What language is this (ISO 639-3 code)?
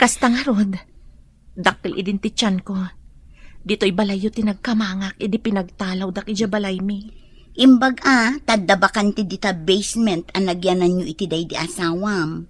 ilo